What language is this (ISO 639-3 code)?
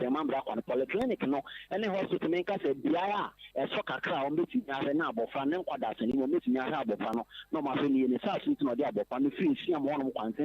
aka